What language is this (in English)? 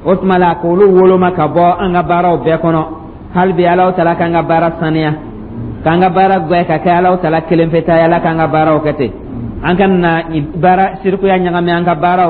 Dyula